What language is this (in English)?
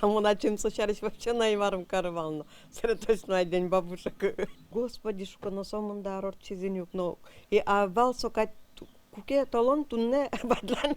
Udmurt